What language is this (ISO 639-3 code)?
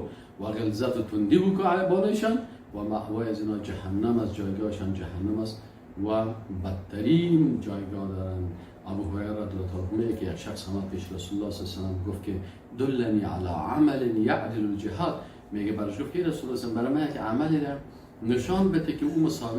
fas